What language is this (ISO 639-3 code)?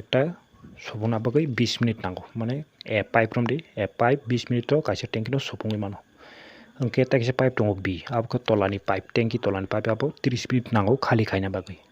trp